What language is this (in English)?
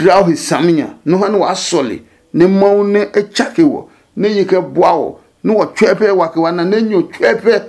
Adangme